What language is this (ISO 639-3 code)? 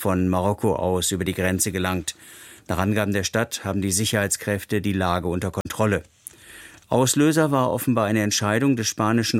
deu